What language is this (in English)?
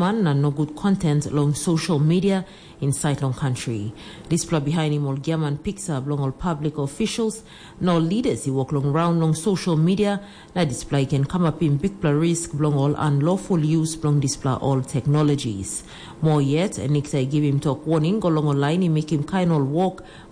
Tok Pisin